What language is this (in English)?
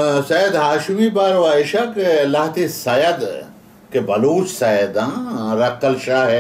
Baluchi